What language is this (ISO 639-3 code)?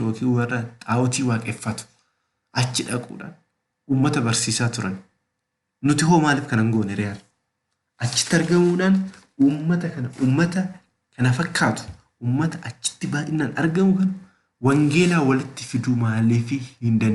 orm